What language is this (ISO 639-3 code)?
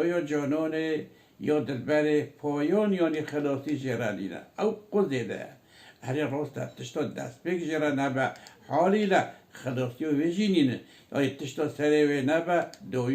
kur